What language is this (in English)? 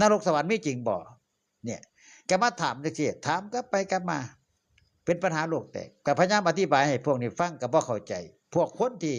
Northeastern Thai